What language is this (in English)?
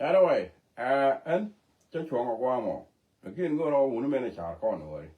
Nuer